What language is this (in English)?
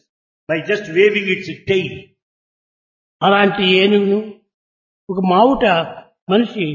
Telugu